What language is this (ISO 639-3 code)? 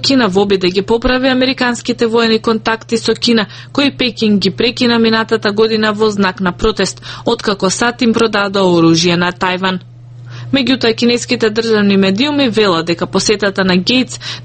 mkd